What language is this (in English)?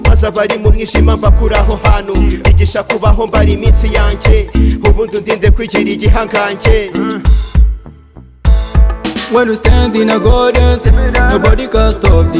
Kinyarwanda